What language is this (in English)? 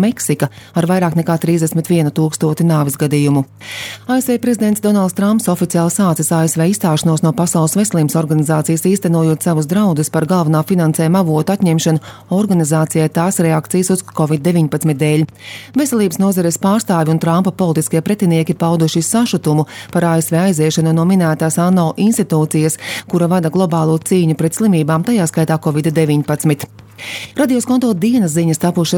Latvian